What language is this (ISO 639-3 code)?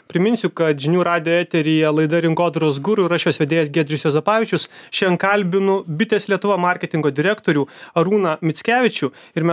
lit